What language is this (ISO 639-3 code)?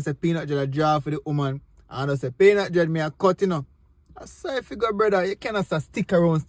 jam